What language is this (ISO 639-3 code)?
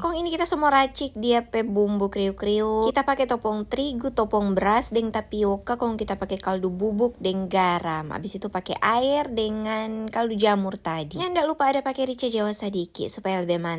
xmm